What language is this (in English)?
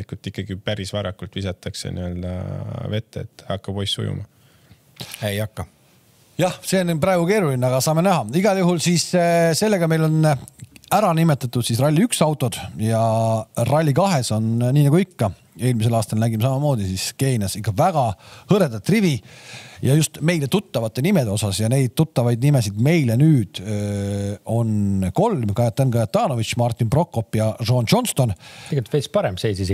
Estonian